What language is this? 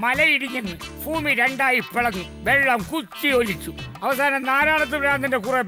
Malayalam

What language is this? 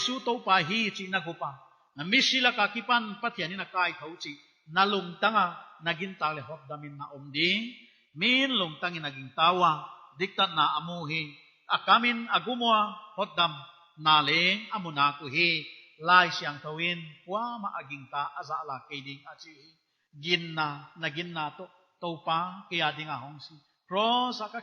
Paite Chin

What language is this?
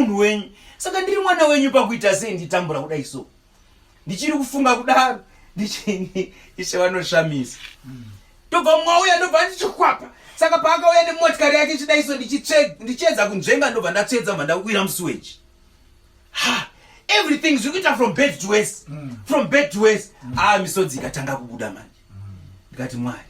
Shona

